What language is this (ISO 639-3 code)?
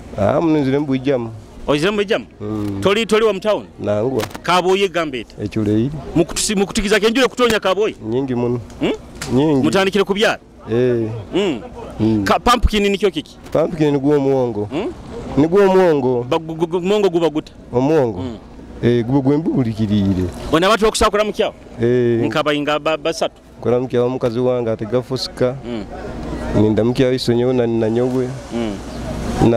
nyo